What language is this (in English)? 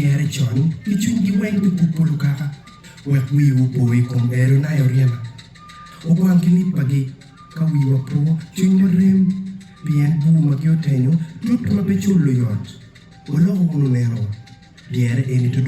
Acoli